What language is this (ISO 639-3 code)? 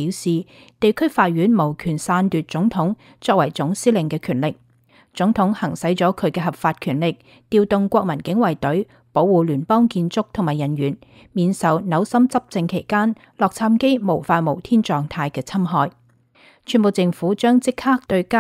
yue